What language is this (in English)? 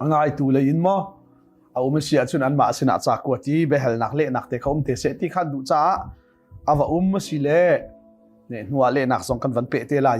Hakha Chin